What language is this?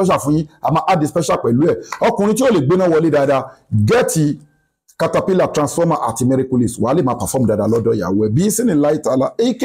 Yoruba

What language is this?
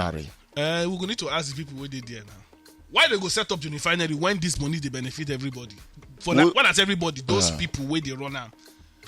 Nigerian Pidgin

